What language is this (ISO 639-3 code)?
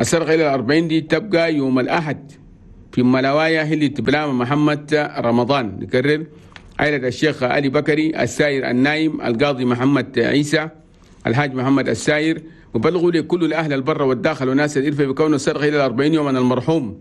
shu